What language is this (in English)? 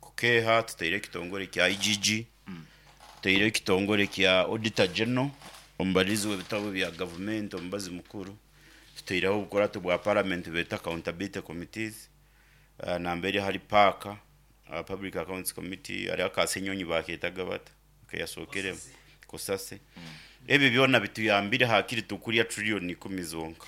Nyankole